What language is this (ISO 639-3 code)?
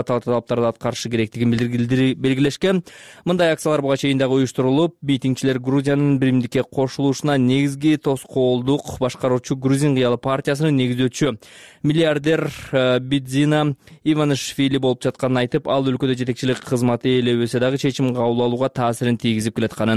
kir